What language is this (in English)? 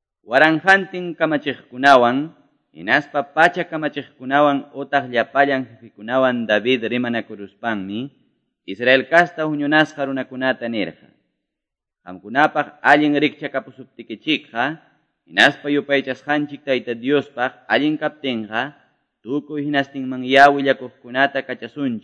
Quechua